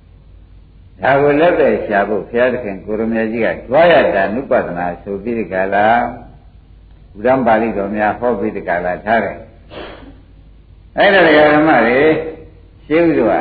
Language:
Burmese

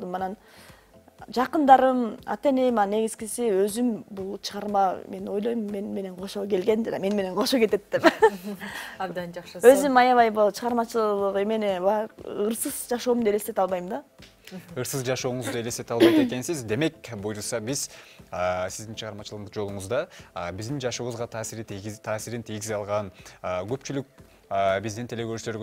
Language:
Kyrgyz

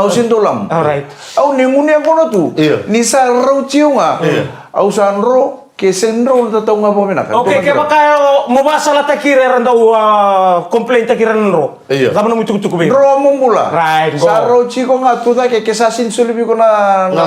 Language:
Fijian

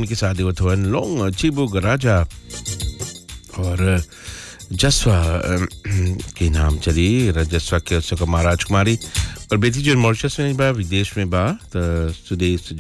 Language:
Bhojpuri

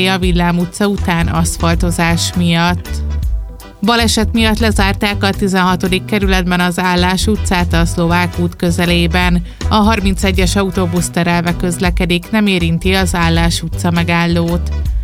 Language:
Hungarian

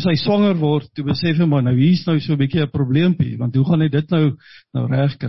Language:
Afrikaans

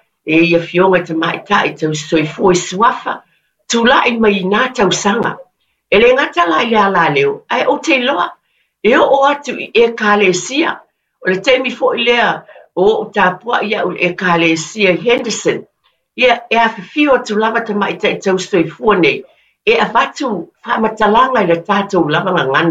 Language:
Samoan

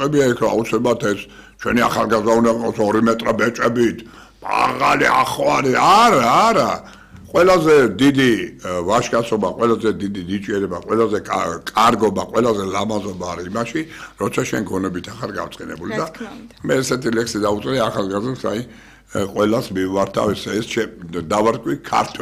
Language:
Georgian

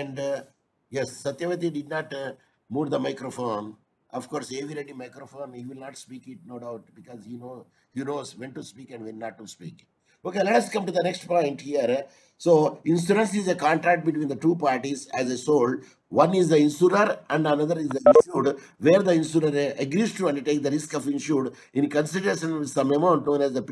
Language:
English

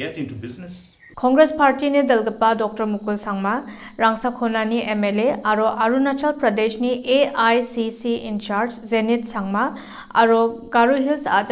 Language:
Garo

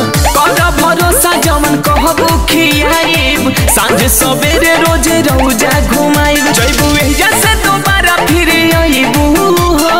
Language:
Bhojpuri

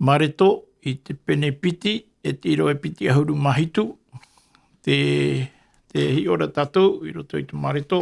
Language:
Tahitian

